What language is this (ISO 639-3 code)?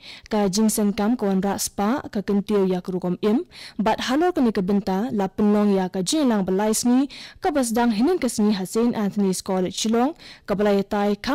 kha